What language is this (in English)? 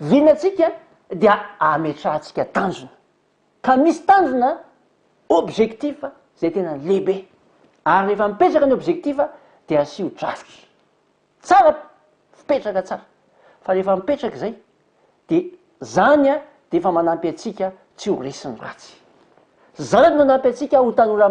Malagasy